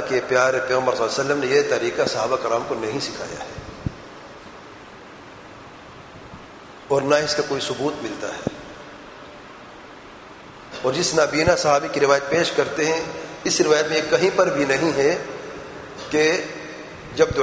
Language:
Urdu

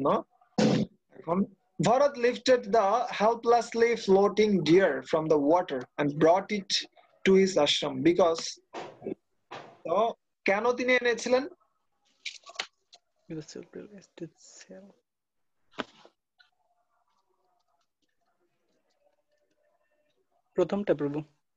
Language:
Bangla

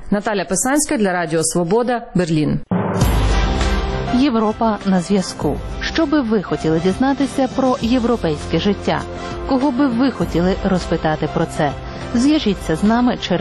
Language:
Ukrainian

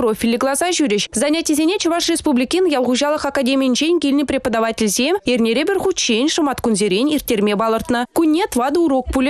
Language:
Chuvash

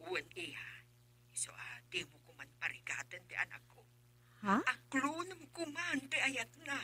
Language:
Iloko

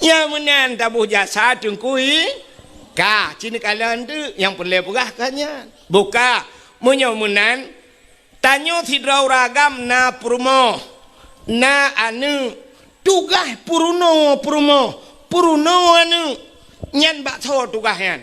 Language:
Achinese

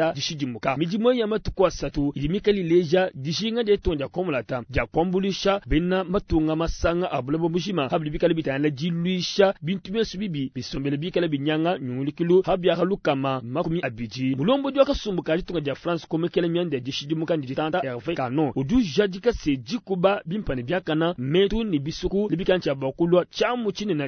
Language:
Luba-Lulua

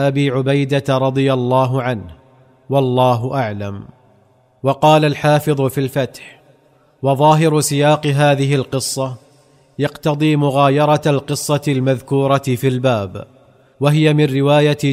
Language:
Arabic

